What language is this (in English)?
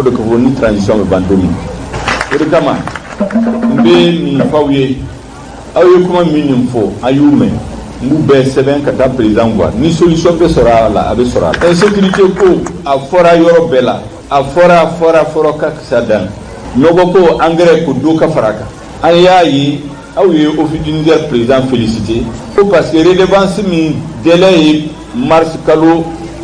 Bambara